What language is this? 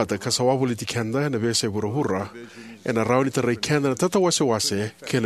Fijian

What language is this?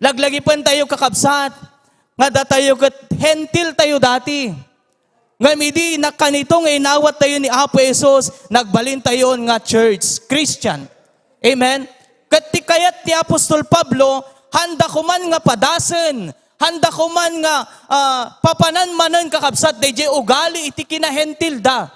Iloko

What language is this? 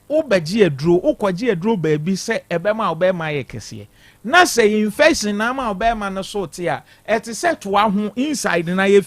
Akan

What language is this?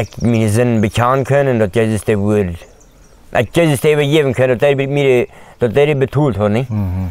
Plautdietsch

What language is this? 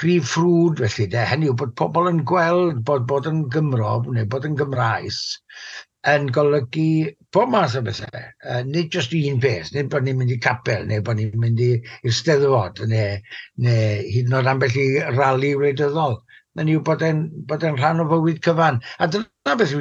Welsh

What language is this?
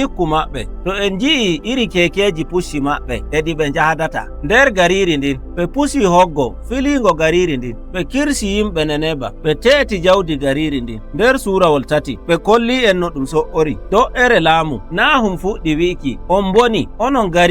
Nigerian Fulfulde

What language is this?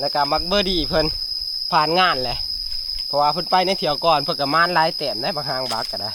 Northeastern Thai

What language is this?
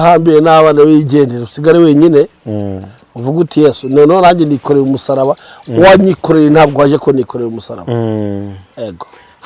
Kinyarwanda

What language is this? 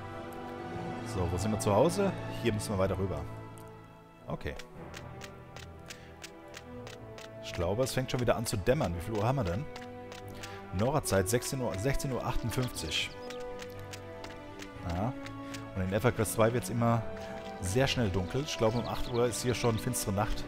German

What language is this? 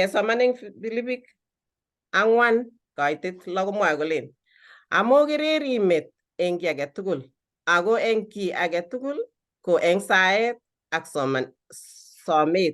Kalenjin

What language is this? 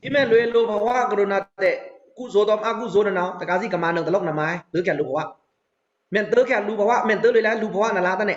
Pa'o Karen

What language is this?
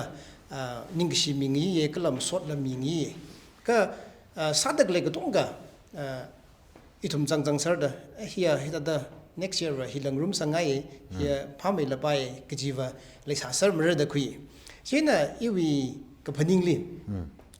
Tangkhul Naga (India)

